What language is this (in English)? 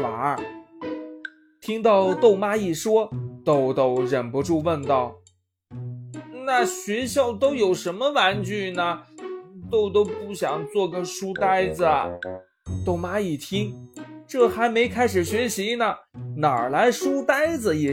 Chinese